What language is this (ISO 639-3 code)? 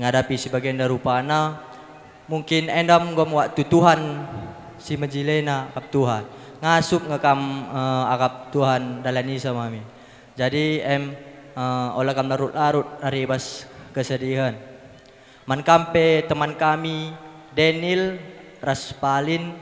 btx